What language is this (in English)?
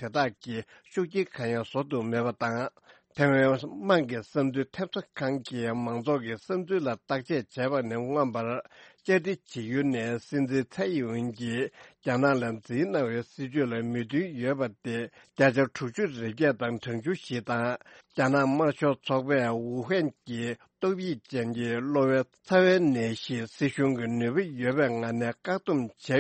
Tibetan